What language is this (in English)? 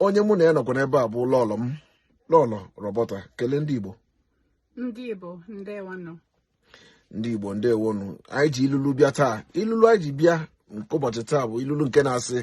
Igbo